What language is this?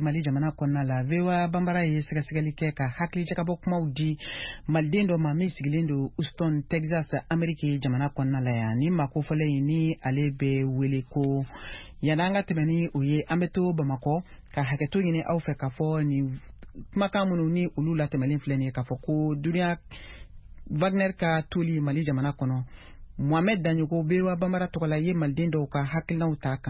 Bambara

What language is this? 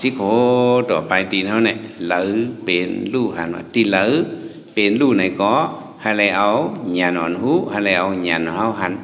Shan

